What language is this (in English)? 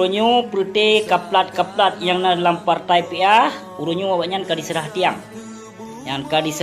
Achinese